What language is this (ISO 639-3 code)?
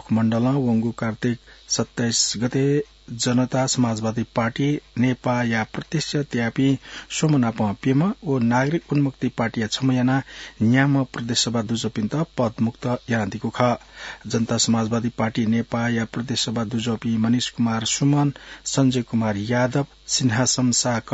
new